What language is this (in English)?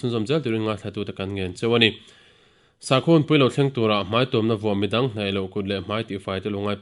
Mizo